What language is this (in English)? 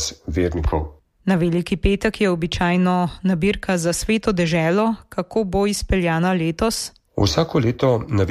Slovenian